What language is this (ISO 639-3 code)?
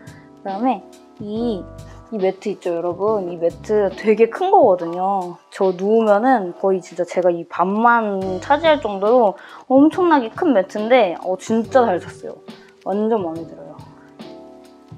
kor